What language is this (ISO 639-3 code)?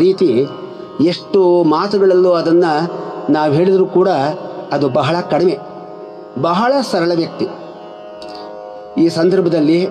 kan